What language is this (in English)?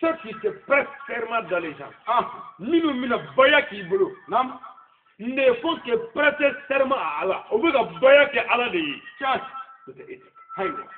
Bambara